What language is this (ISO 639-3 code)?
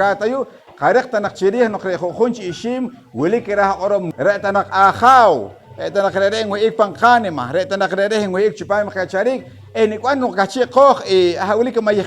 poh